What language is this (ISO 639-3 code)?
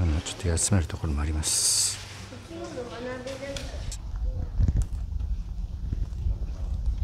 jpn